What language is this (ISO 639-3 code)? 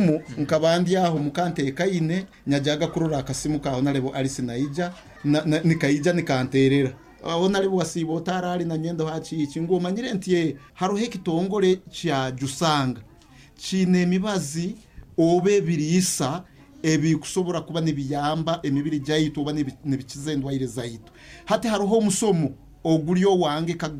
nyo